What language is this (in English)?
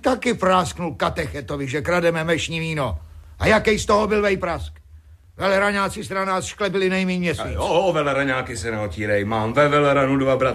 Czech